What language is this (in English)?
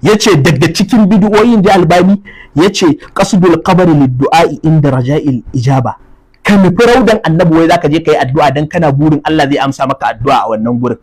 Hausa